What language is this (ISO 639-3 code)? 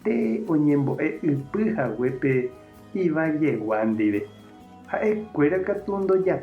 grn